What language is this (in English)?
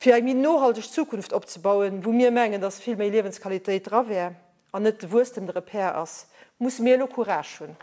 Luxembourgish